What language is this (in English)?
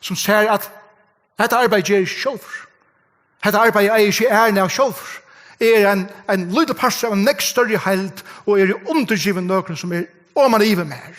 Faroese